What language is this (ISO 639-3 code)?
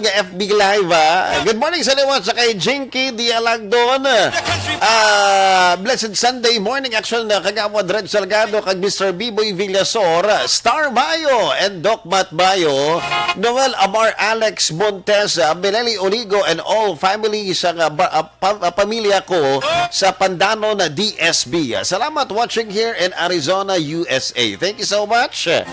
hil